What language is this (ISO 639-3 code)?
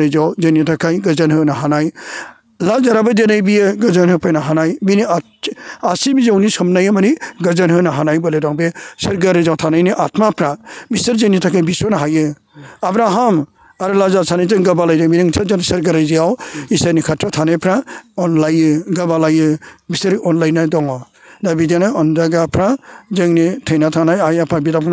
brx